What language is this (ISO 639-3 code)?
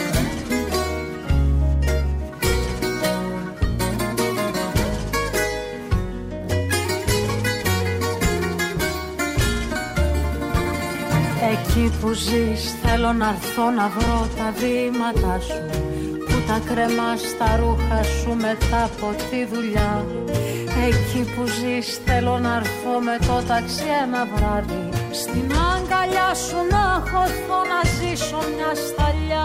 ell